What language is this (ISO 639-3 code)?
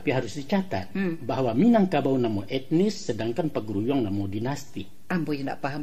min